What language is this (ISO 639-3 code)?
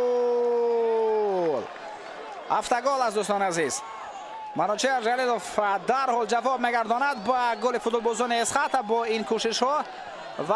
tgk